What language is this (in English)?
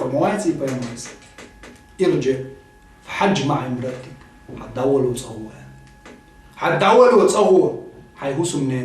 Chechen